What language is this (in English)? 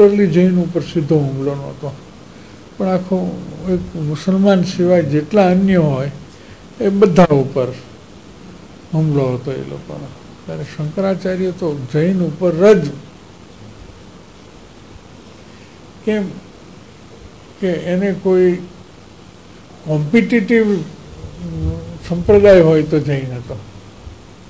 Gujarati